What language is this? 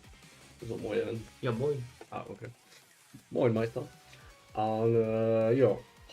Luxembourgish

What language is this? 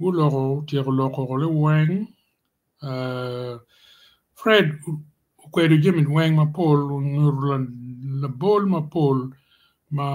Acoli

